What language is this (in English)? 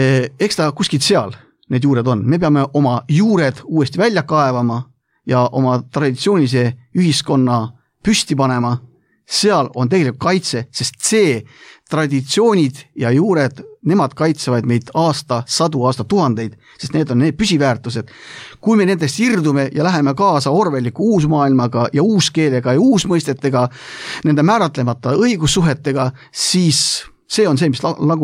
Estonian